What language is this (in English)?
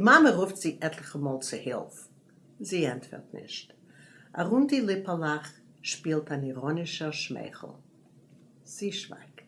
Yiddish